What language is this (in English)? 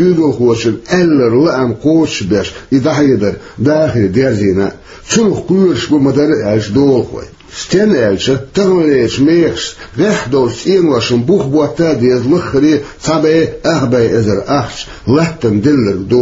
Chechen